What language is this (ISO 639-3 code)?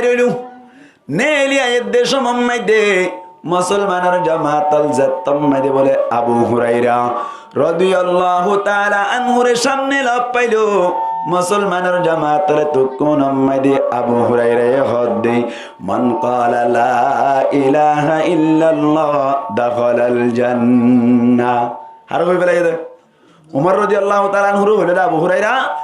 rhg